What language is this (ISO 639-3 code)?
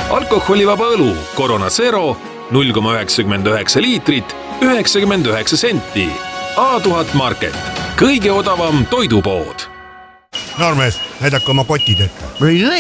est